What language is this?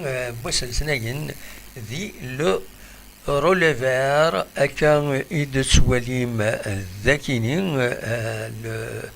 Kabyle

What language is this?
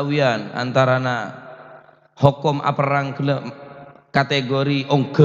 Madurese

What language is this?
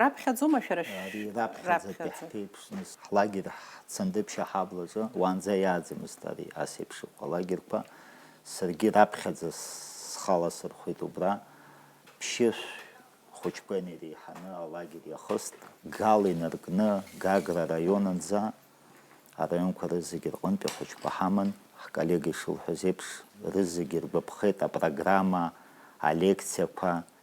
Abkhazian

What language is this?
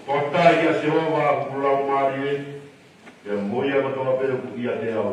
Tongan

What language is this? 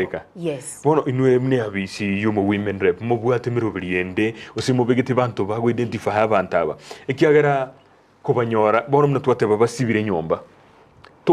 Gusii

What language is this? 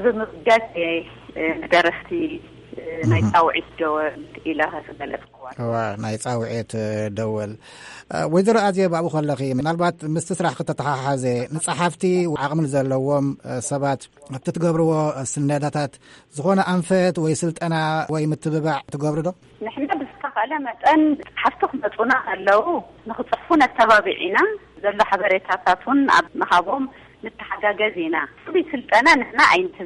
Tigrinya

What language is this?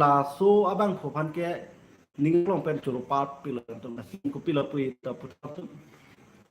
Karbi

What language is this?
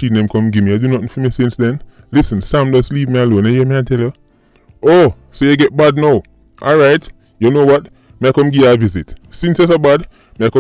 Jamaican Creole English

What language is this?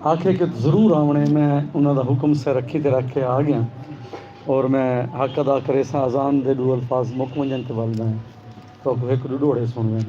Saraiki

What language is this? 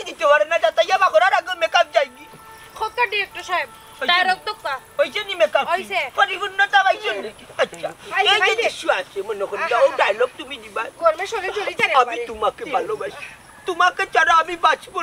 Sylheti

